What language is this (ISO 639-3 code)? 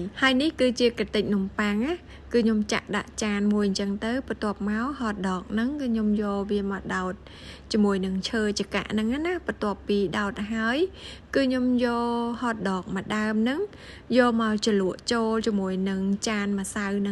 khm